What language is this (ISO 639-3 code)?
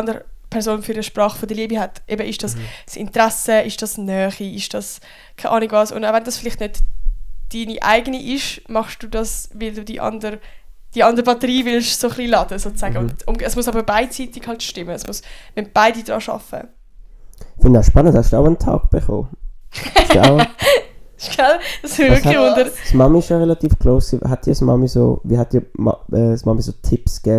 gsw